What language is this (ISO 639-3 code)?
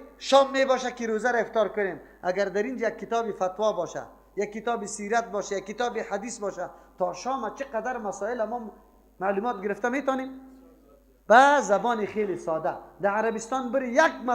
fas